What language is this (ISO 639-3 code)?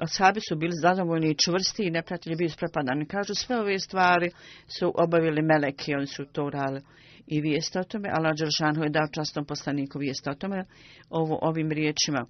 bos